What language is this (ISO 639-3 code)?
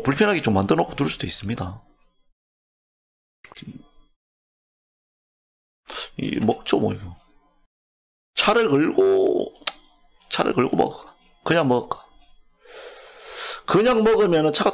kor